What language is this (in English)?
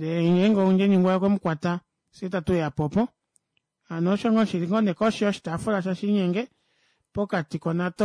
Kuanyama